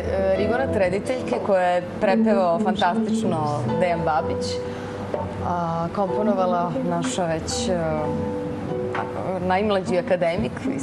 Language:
Serbian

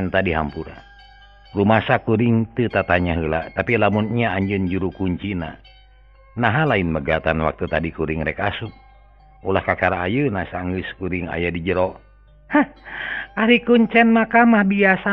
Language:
Sundanese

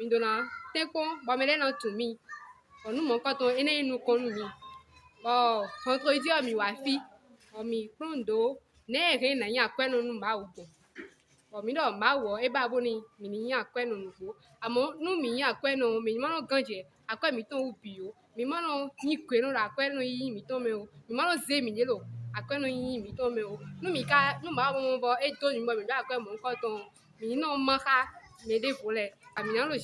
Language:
Fon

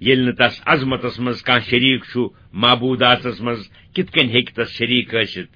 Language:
Kashmiri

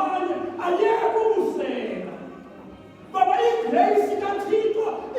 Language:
Xhosa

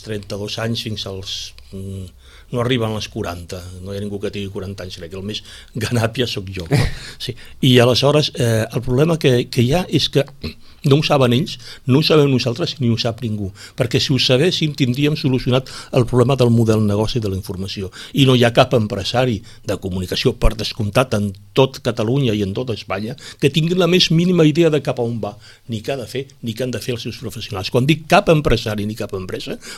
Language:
Catalan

